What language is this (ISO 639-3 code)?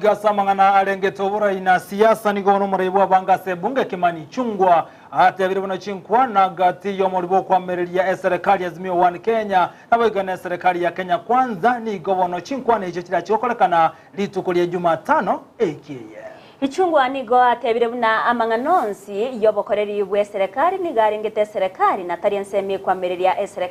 guz